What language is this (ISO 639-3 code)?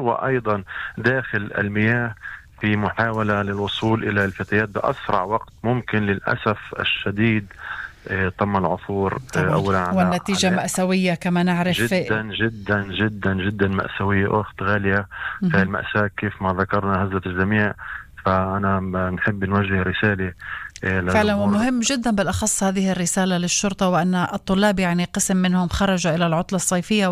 apc